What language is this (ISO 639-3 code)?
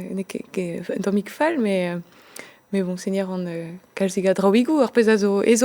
bre